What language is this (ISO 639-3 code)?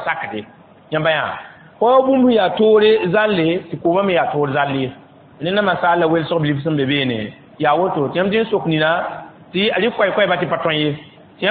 mos